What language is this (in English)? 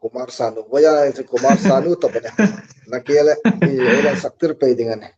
Hmar